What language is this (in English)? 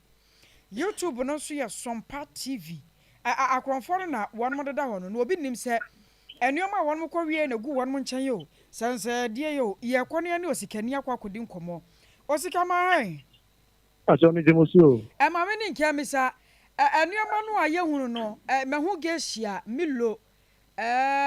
Akan